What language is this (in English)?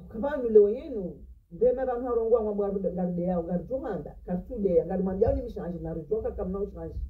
Ngazidja Comorian